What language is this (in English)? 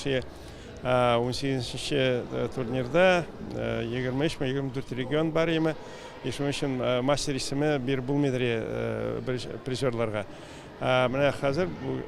Tatar